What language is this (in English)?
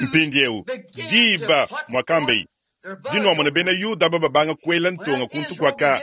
Luba-Lulua